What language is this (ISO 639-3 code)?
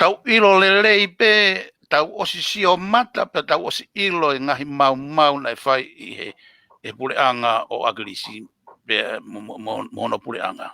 ton